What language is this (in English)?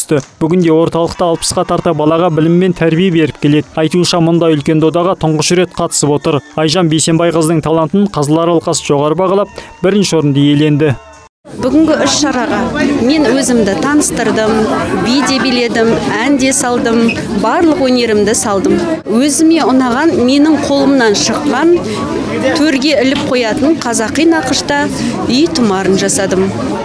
Kazakh